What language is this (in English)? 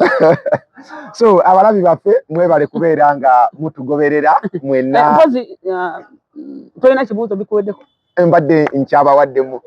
Ganda